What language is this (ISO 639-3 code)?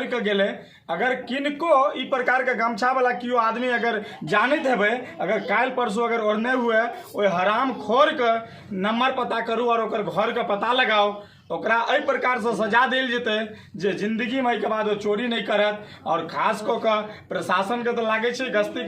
mai